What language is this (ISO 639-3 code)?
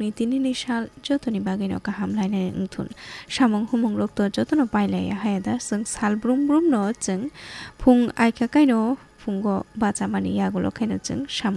trp